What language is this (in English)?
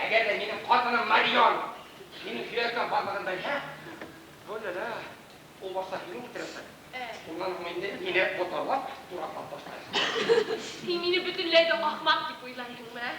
Bashkir